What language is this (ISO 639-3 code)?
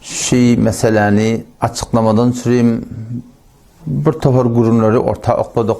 tuk